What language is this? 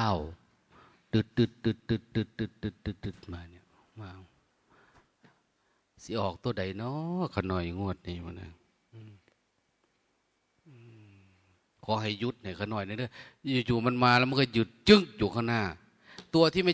Thai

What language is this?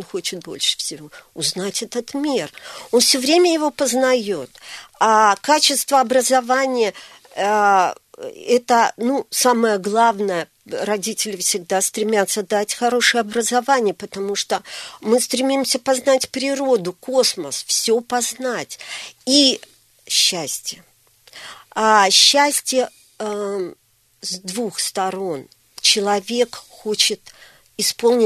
Russian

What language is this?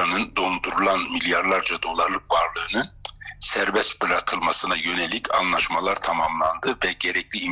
Turkish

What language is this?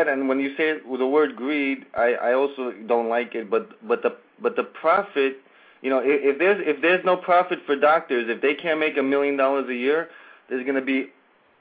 English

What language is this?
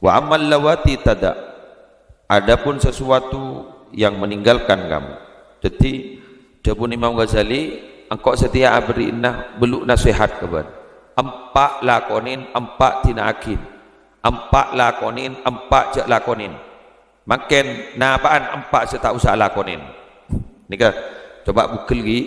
Madurese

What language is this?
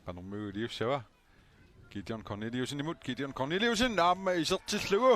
Kalaallisut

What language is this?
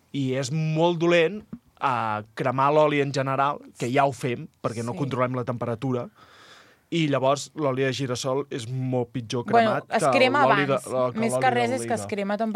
Catalan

